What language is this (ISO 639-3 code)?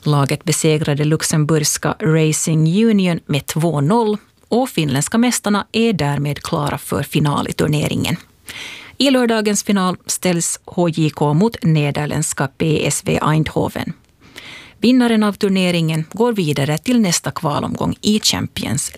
swe